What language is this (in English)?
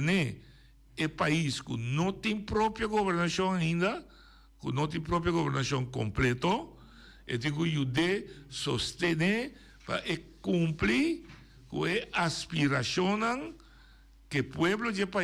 Papiamento